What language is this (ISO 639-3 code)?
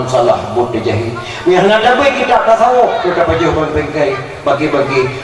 ace